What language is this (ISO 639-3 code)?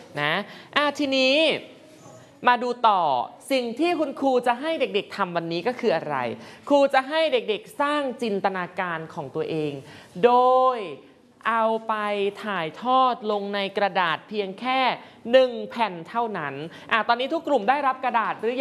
tha